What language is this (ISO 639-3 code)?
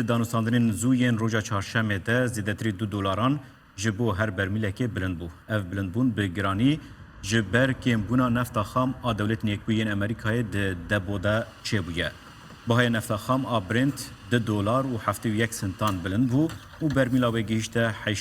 kur